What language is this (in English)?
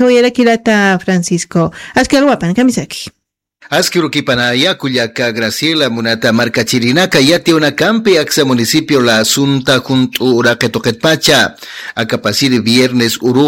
Aymara